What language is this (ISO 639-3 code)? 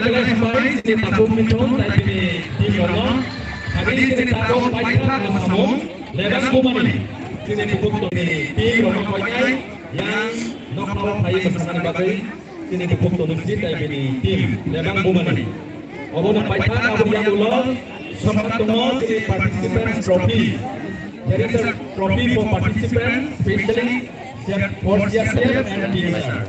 trp